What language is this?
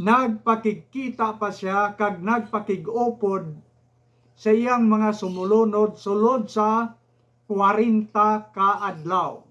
Hiligaynon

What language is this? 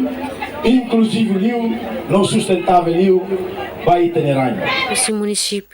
Tetum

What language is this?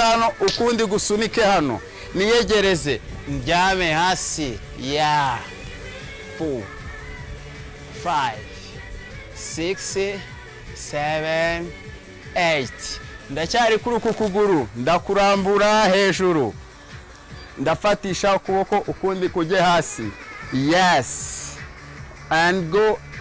Kinyarwanda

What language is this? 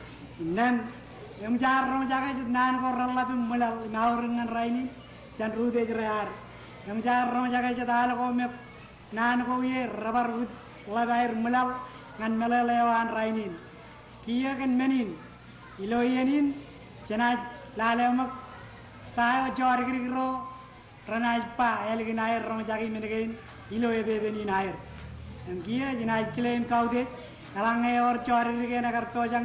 Marshallese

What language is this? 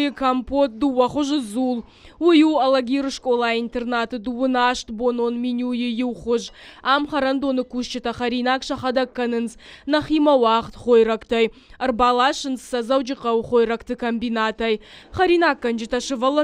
Ossetic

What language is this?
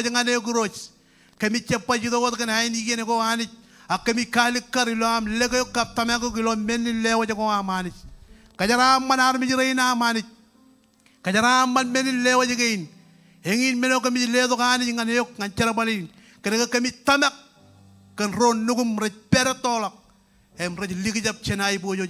Marshallese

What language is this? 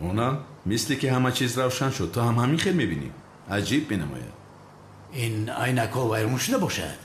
Tajik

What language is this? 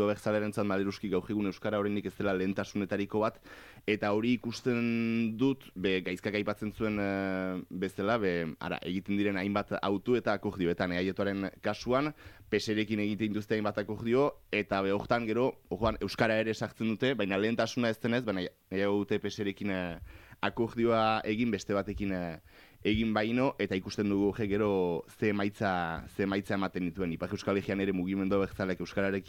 Basque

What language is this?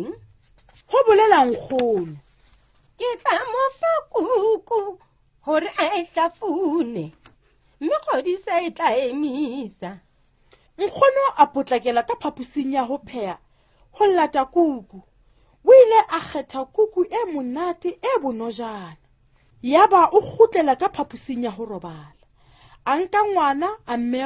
Southern Sotho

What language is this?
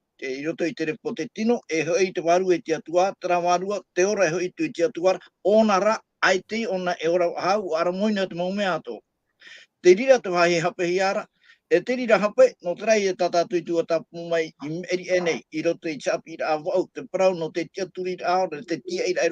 Tahitian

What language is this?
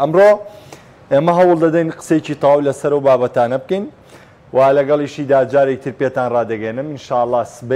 Central Kurdish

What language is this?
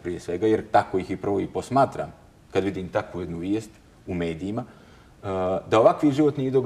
Bosnian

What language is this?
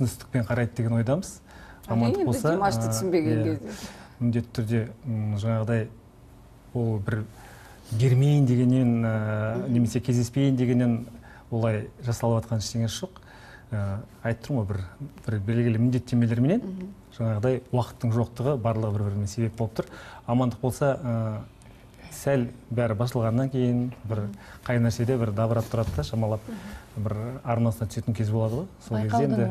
Kazakh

